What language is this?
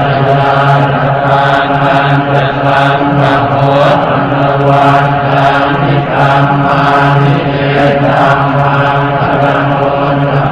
Pali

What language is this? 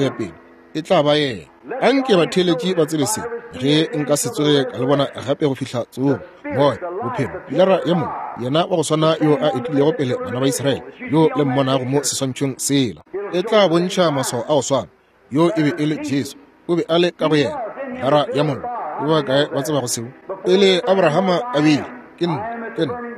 Northern Sotho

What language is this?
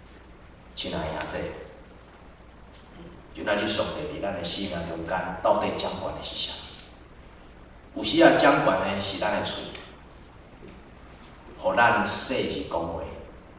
Min Nan Chinese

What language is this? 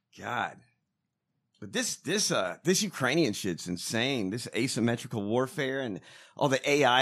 English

